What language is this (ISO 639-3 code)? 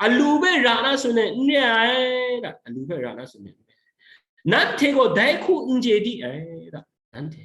kac